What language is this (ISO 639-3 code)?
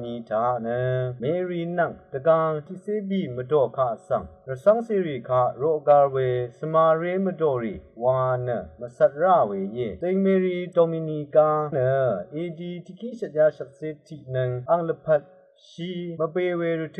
raw